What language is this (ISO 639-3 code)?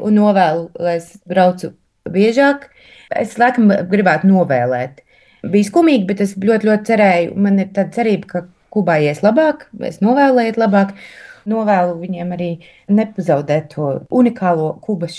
lav